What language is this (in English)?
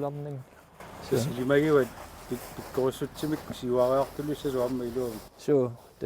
Kalaallisut